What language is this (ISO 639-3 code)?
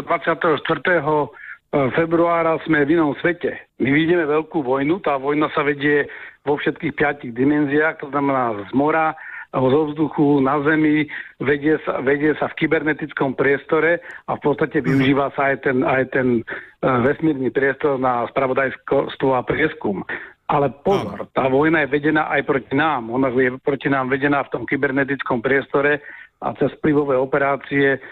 slk